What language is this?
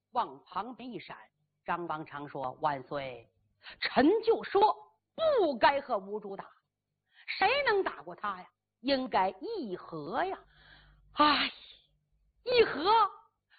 Chinese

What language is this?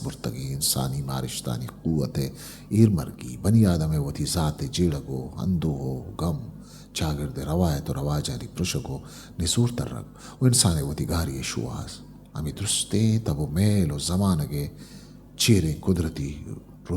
Eastern Balochi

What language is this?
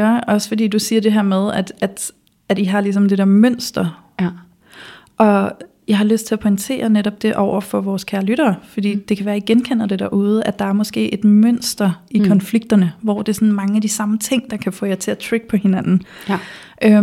Danish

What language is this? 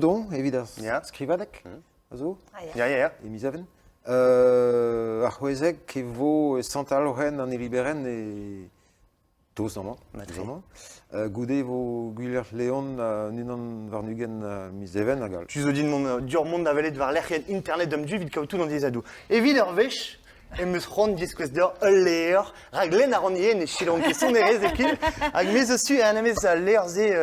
Breton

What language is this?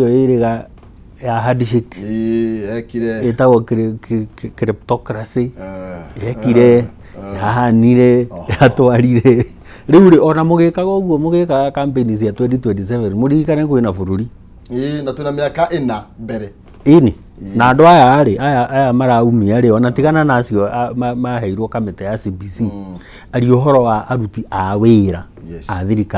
Kikuyu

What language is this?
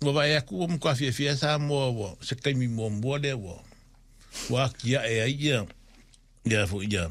Samoan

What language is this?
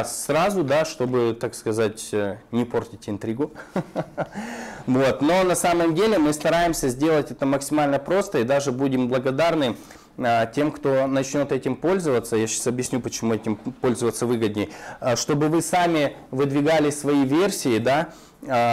Russian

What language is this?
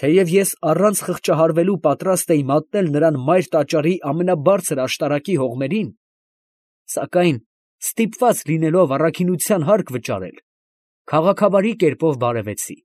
Armenian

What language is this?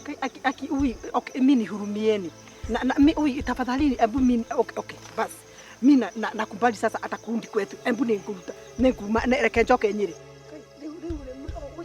Kikuyu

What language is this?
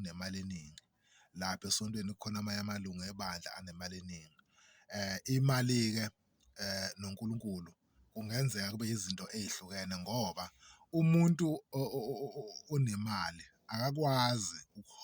Zulu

